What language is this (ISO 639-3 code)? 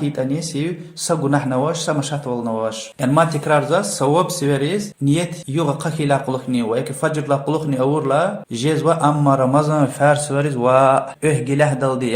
lez